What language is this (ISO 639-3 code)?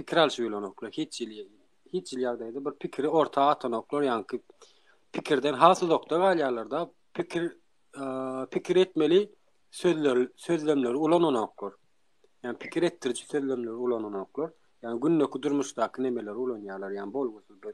tuk